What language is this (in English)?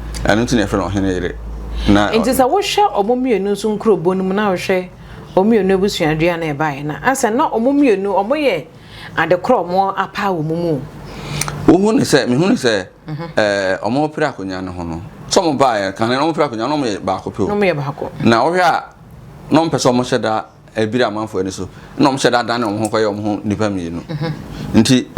Akan